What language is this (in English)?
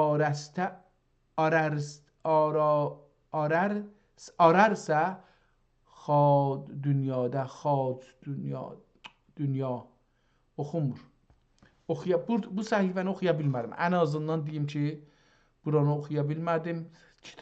South Azerbaijani